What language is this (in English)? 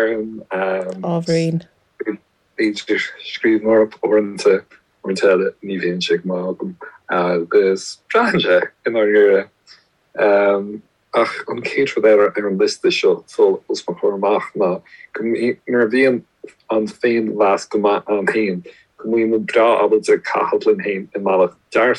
Irish